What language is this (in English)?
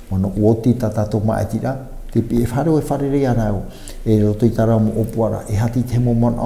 Tahitian